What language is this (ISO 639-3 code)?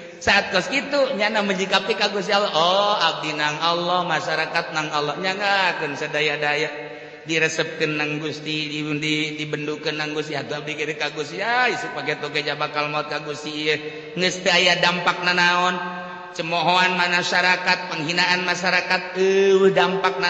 sun